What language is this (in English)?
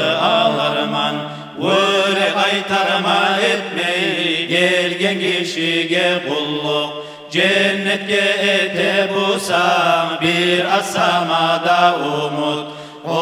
Kumyk